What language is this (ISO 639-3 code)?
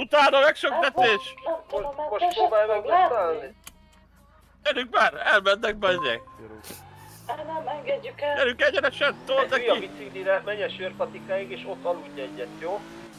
hun